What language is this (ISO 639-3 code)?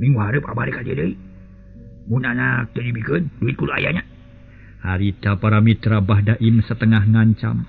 sun